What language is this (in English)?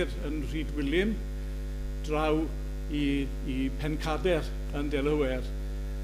Welsh